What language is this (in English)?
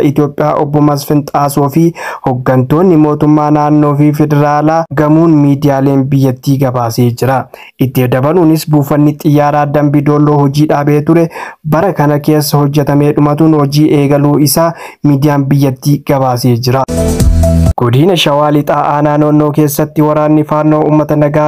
Oromo